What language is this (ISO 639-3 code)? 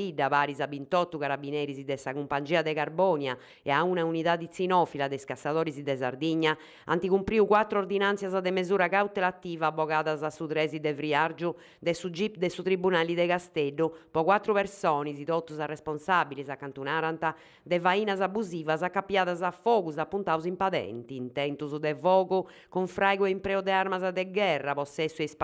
srd